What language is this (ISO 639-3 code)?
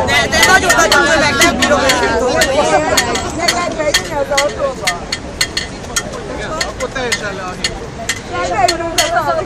hun